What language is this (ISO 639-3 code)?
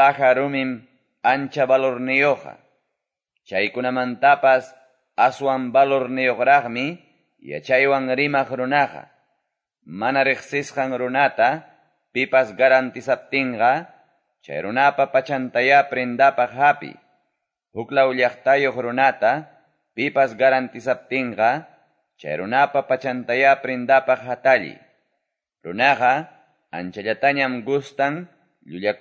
que